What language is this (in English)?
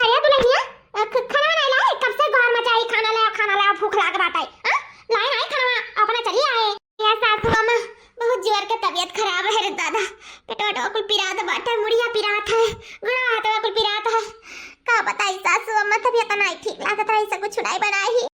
Awadhi